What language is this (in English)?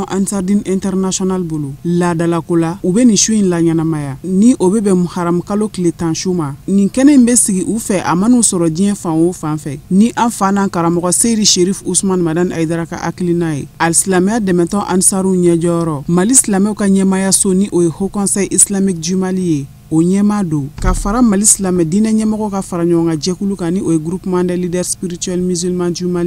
Bambara